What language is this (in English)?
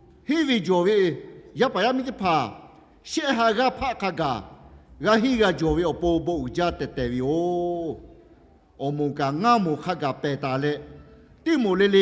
Lahu